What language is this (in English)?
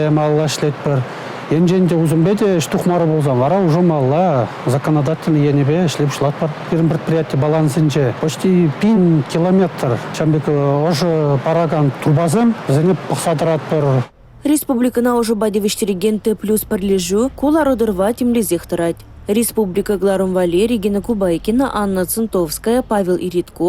Chuvash